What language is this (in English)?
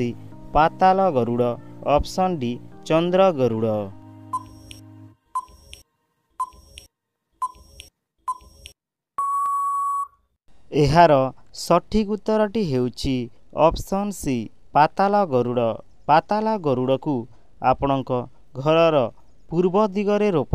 Odia